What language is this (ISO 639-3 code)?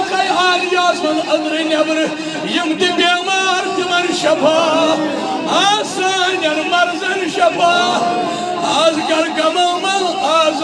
kas